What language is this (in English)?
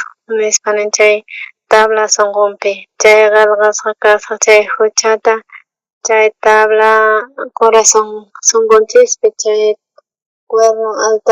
South Bolivian Quechua